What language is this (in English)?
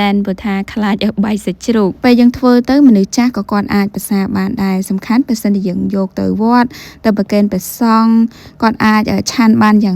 Khmer